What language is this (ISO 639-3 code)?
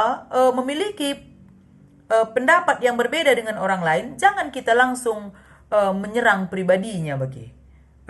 btx